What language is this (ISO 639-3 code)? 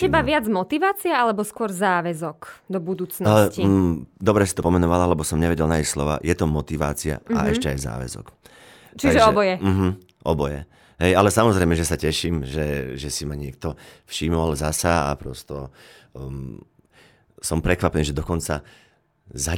slk